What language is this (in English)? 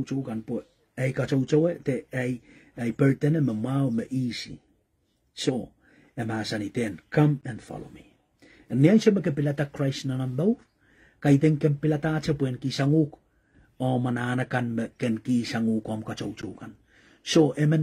Pohnpeian